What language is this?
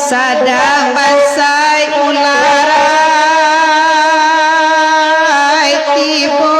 Minangkabau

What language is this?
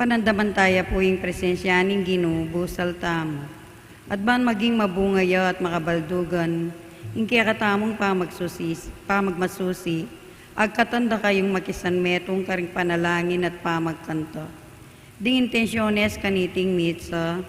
Pampanga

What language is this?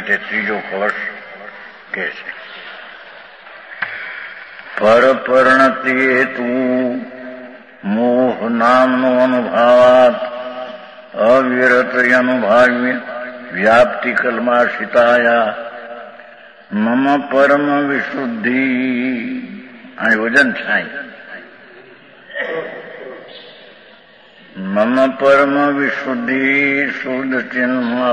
Gujarati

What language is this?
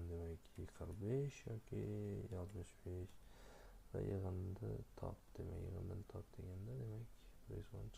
Uzbek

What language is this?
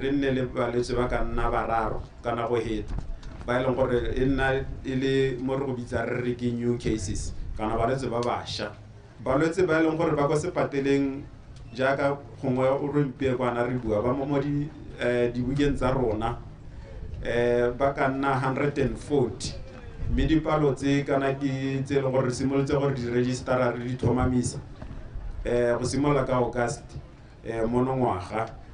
Tswana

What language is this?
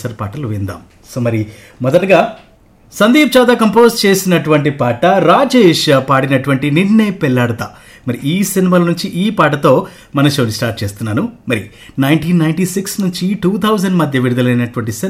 Telugu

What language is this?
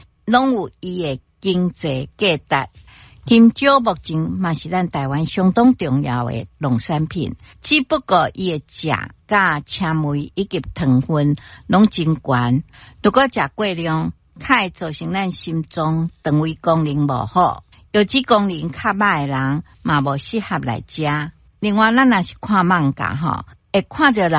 Min Nan Chinese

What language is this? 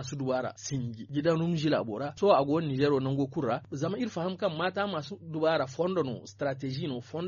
Zarma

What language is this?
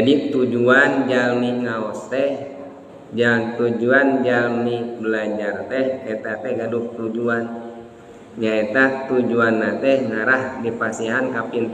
Sundanese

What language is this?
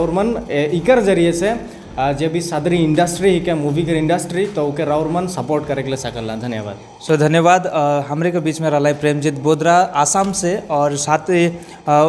Sadri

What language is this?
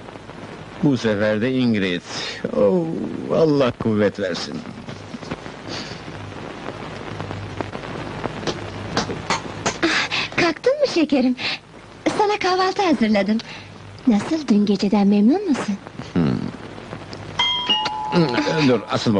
Turkish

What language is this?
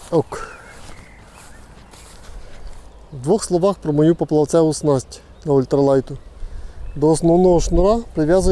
Ukrainian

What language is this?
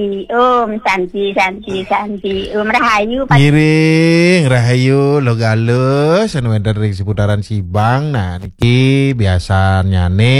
Balinese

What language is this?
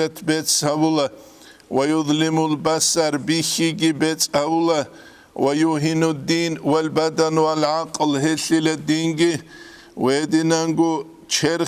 Avaric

